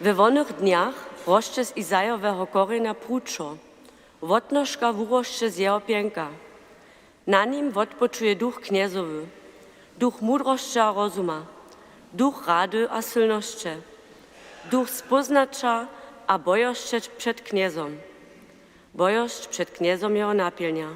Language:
Upper Sorbian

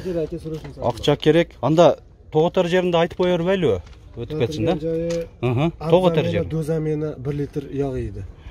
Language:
Kyrgyz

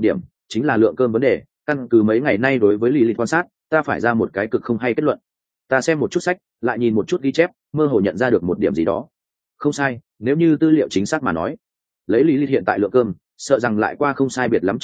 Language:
Vietnamese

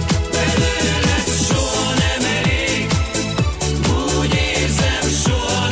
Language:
Hungarian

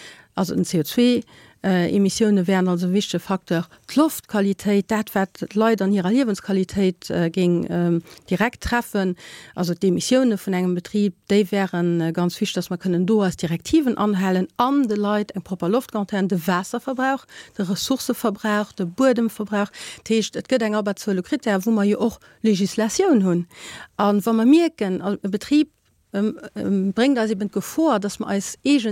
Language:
Luxembourgish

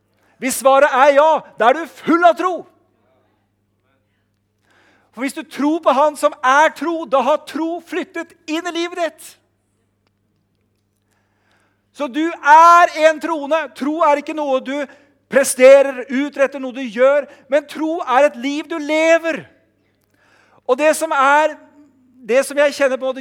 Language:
Norwegian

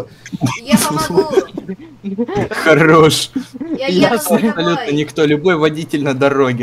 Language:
Russian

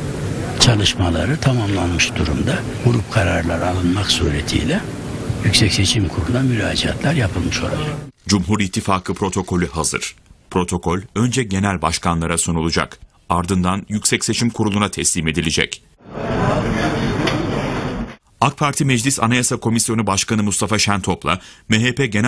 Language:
Turkish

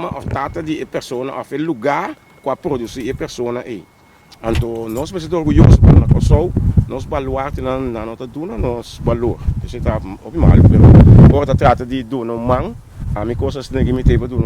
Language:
Papiamento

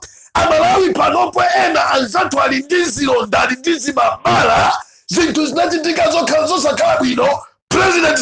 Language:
Nyanja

